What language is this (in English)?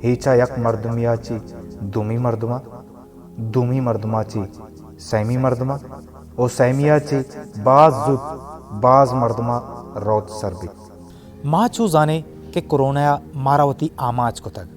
Baluchi